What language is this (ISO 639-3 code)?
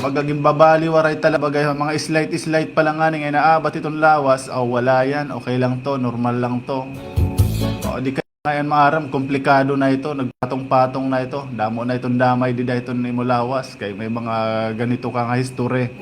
war